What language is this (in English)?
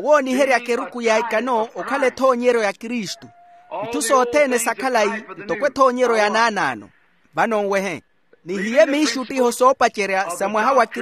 Makhuwa